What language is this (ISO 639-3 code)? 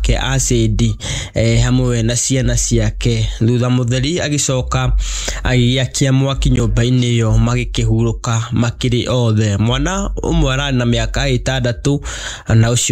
kik